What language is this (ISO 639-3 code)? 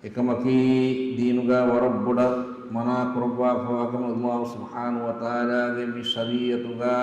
div